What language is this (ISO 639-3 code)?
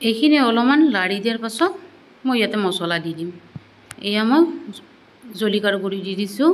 asm